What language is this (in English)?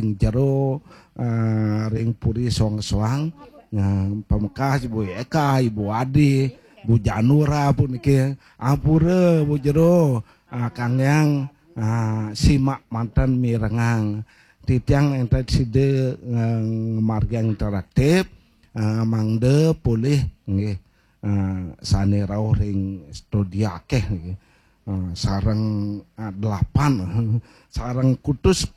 Balinese